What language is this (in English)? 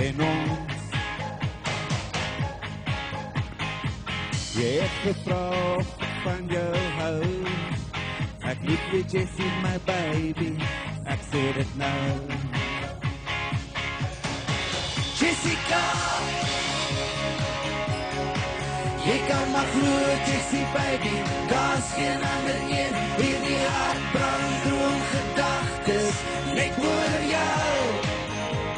Afrikaans